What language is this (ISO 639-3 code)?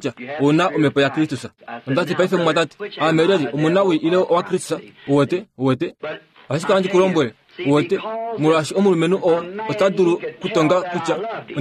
kua